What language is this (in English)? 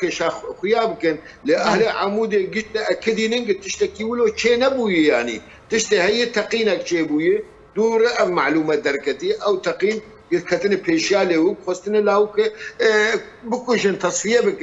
Kurdish